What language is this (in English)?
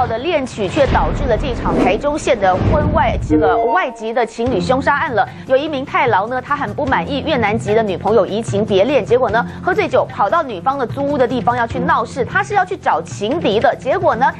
Chinese